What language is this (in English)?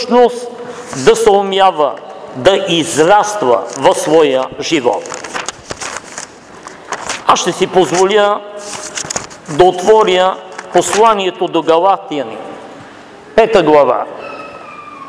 Bulgarian